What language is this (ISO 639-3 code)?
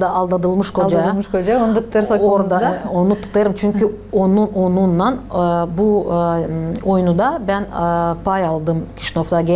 gag